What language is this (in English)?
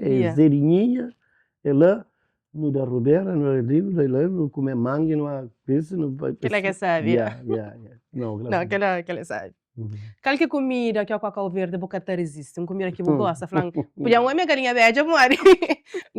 Kabuverdianu